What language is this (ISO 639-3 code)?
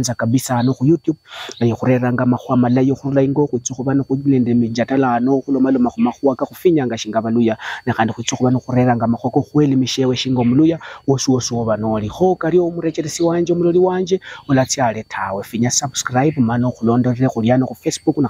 luy